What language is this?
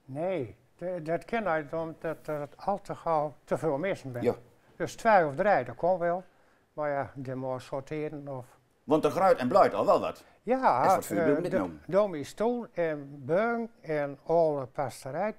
Gronings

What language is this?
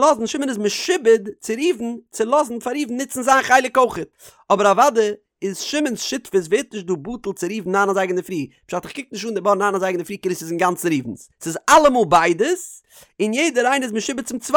Yiddish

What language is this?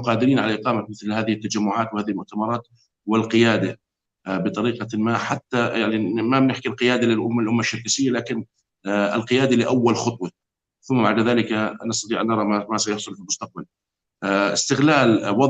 North Levantine Arabic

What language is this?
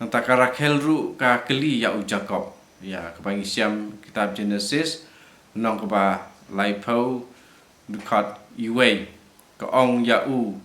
Khasi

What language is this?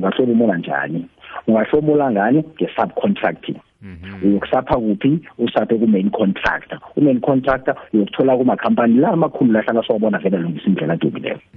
South Ndebele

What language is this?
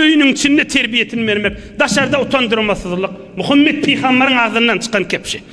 Turkmen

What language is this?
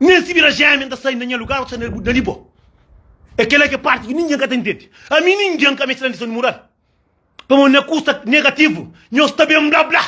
Kabuverdianu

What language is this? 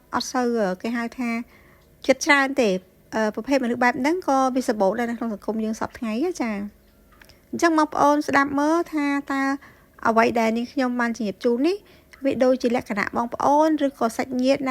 Khmer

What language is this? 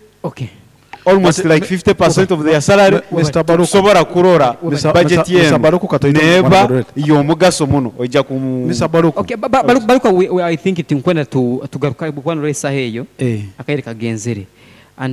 Nyoro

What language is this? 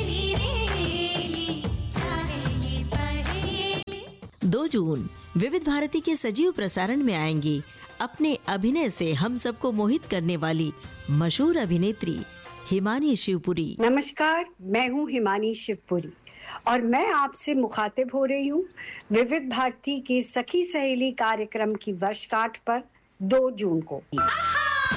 Hindi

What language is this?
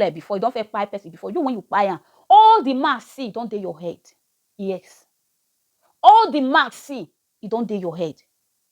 Nigerian Pidgin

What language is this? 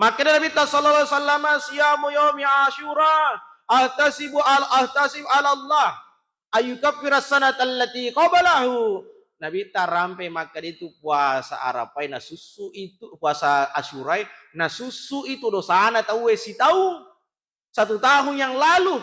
Buginese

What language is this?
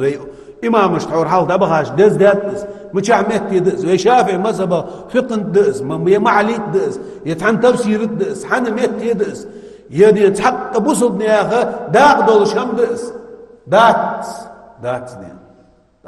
Ingush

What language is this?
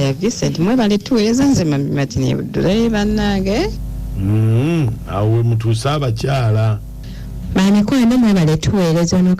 Ganda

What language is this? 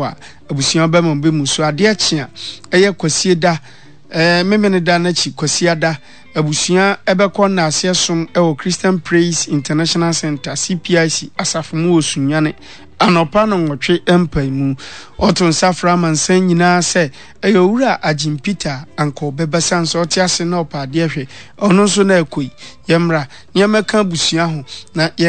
Akan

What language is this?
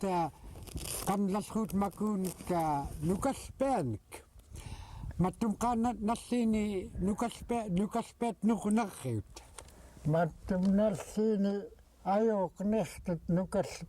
Central Yupik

